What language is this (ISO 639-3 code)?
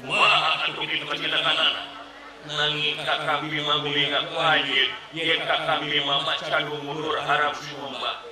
sun